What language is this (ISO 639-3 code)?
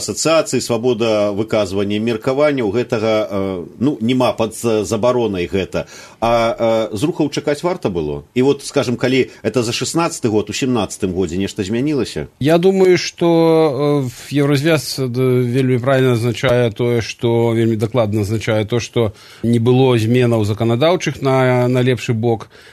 bel